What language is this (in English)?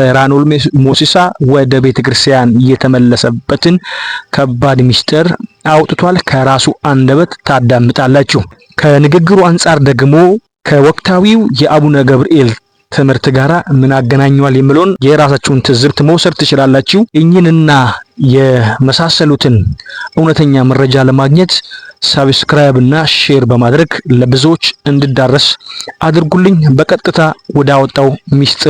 Amharic